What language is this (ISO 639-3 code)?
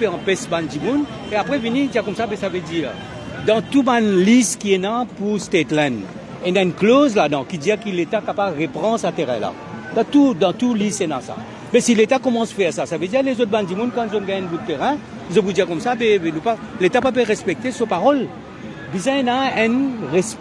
mfe